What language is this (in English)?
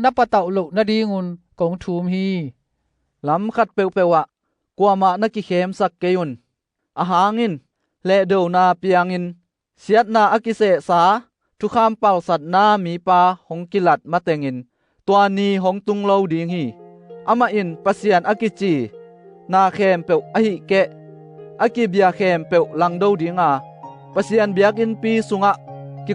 Tedim Chin